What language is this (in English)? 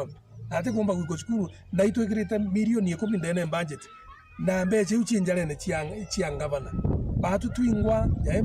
Meru